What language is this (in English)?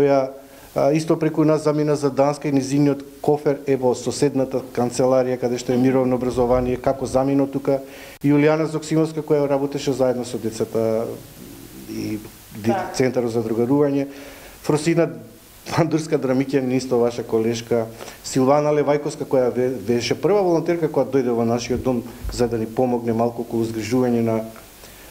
Macedonian